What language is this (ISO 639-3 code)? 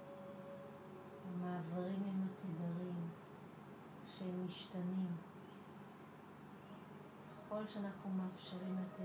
heb